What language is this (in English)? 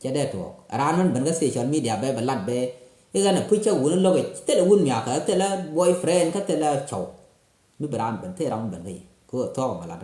Nuer